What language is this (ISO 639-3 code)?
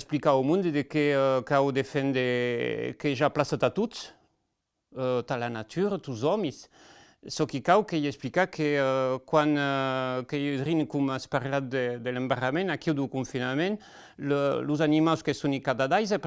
oci